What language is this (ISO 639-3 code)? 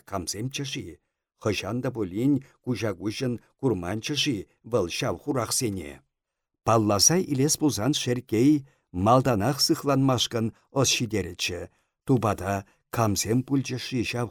chv